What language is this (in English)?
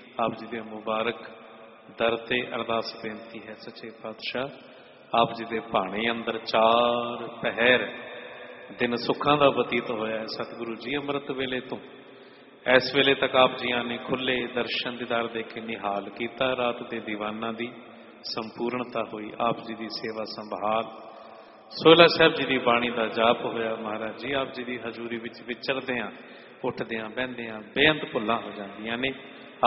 Punjabi